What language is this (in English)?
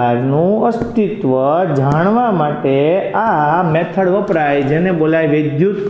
Gujarati